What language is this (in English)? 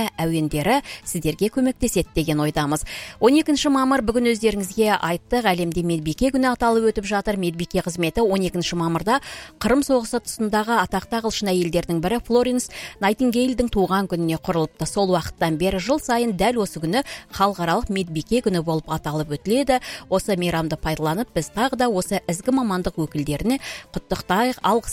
Kazakh